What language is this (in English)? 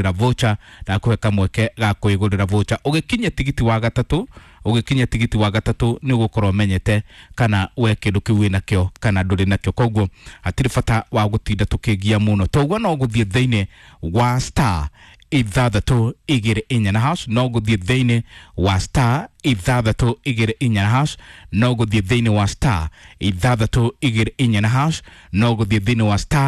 Kikuyu